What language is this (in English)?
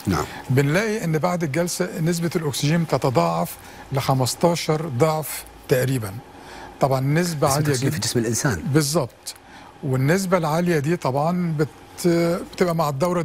Egyptian Arabic